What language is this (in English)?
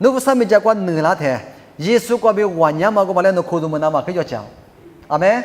Lisu